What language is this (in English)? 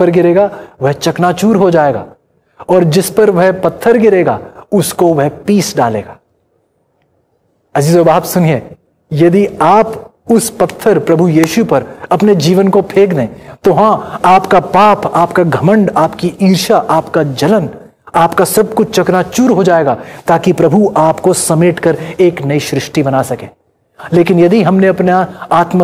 Hindi